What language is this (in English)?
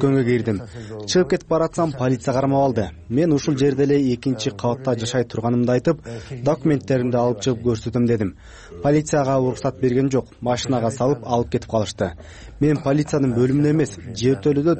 Kyrgyz